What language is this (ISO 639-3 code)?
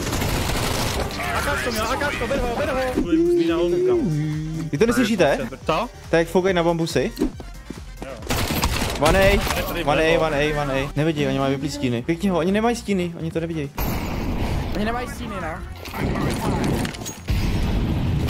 ces